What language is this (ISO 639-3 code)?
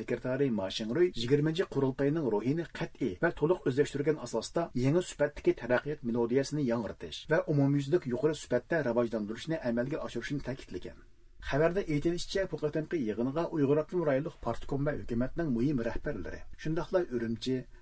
uig